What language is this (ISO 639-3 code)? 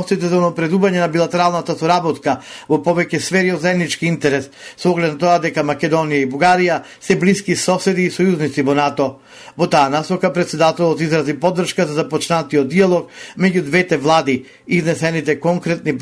mkd